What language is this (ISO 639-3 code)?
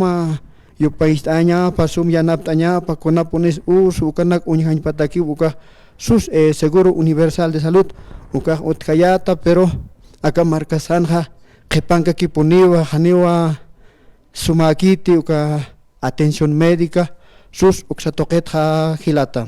aym